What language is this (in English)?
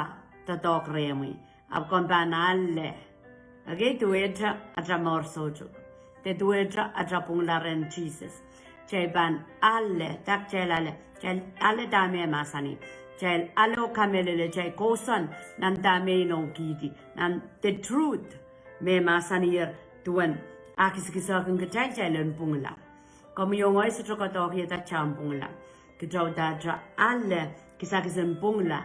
Pohnpeian